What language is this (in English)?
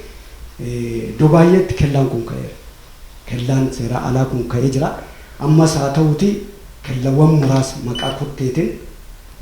Oromo